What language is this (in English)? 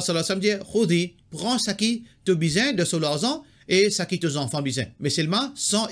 Morisyen